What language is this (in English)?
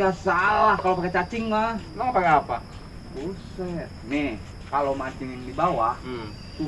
Betawi